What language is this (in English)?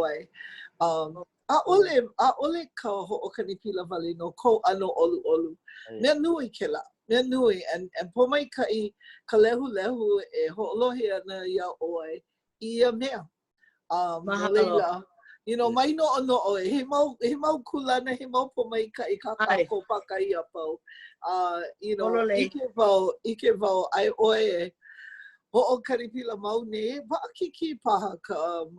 Hawaiian